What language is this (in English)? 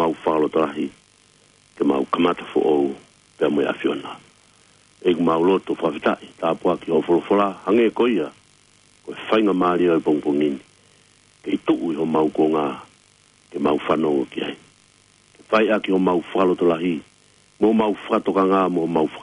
Tongan